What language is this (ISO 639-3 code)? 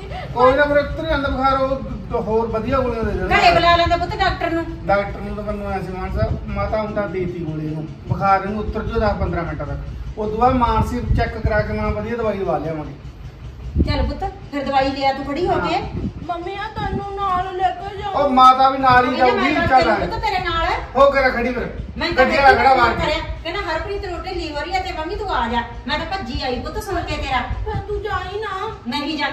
pan